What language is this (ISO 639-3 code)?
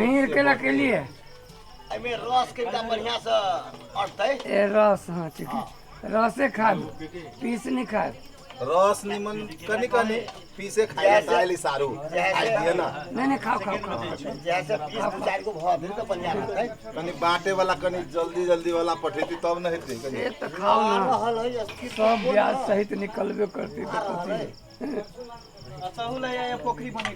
mai